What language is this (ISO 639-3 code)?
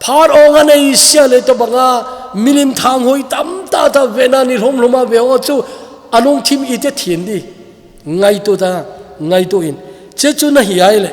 tcz